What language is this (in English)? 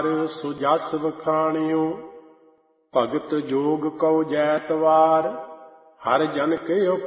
Punjabi